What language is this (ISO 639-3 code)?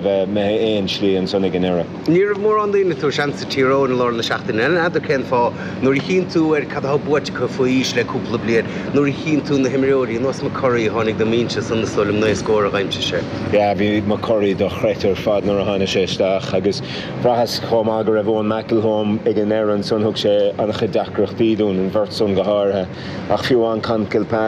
gle